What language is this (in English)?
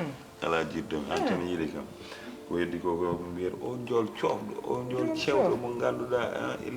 Fula